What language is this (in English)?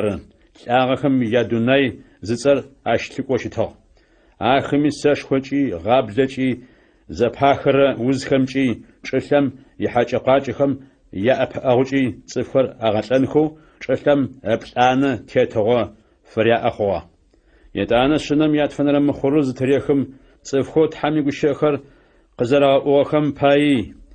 Adyghe